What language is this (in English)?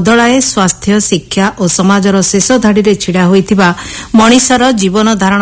Odia